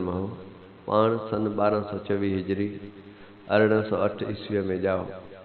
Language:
Sindhi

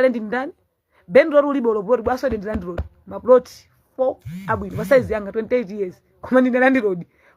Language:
Nyanja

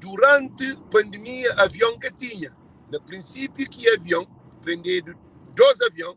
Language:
Kabuverdianu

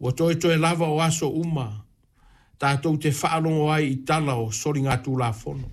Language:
Samoan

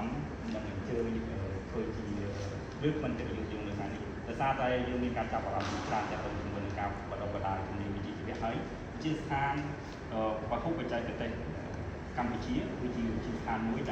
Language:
Khmer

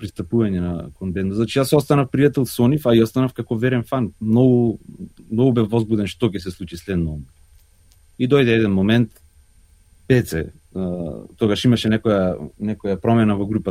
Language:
Macedonian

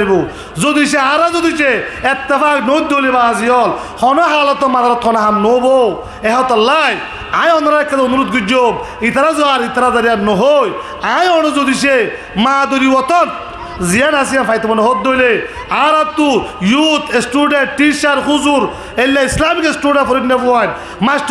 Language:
Rohingya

